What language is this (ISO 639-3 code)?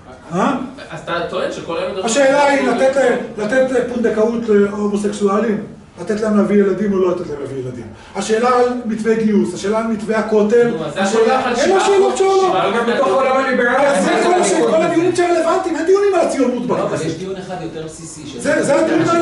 heb